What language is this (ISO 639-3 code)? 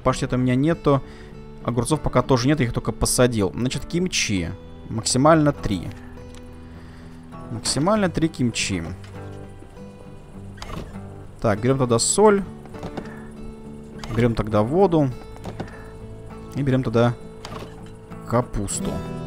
rus